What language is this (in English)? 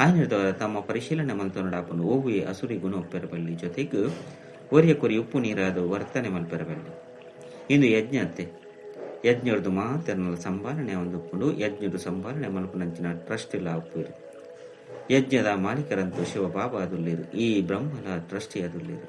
Tulu